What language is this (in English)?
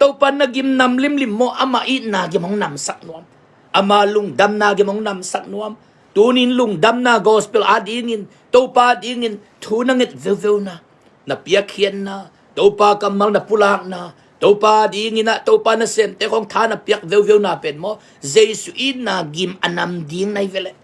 Tedim Chin